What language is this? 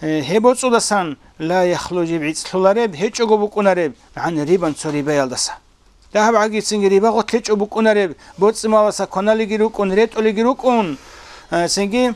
Avaric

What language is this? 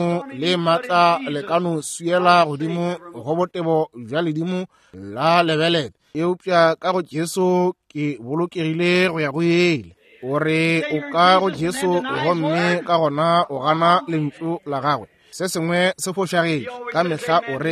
Northern Sotho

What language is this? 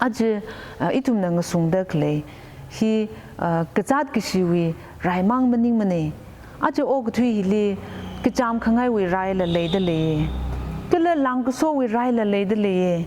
Tangkhul Naga (India)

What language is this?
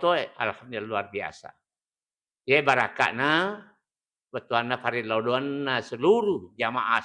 Buginese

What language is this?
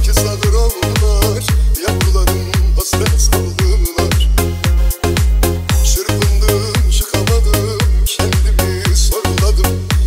Turkish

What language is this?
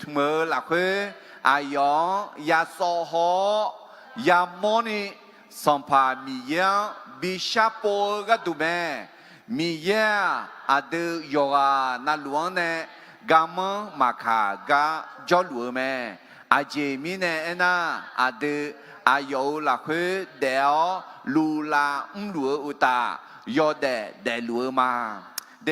Akha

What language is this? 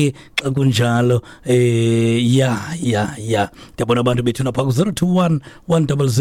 Xhosa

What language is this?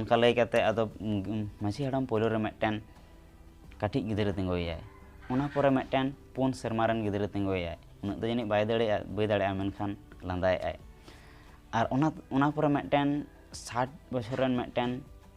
Santali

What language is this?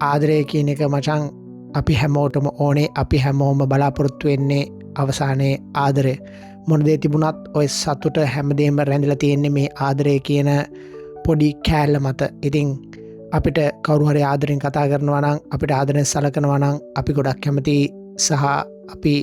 Sinhala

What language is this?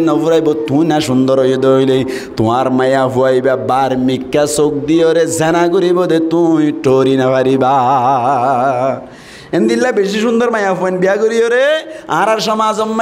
Rohingya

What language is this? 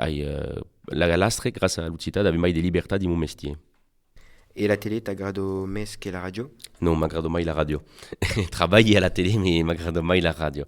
Occitan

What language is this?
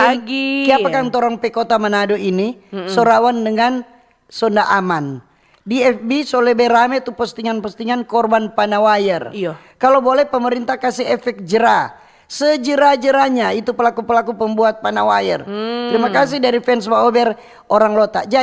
Manado Malay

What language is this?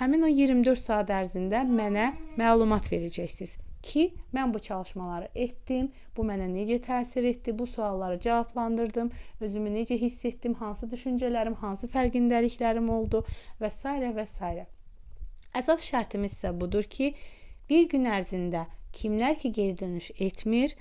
Azerbaijani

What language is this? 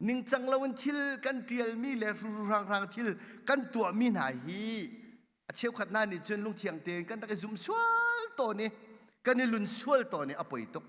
Hakha Chin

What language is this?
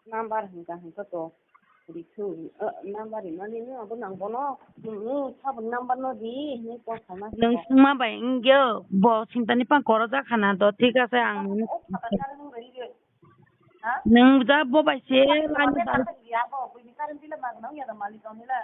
Kok Borok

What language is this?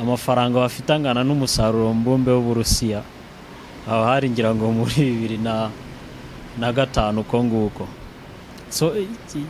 Kinyarwanda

